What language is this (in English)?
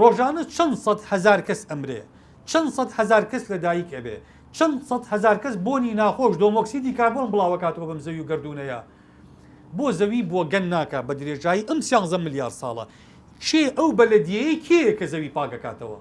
Central Kurdish